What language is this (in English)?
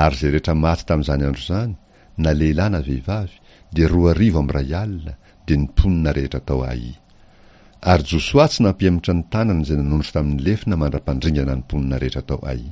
Malagasy